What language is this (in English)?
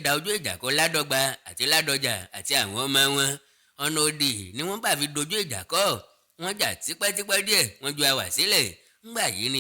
Yoruba